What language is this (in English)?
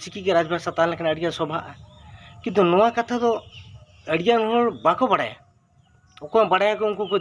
Santali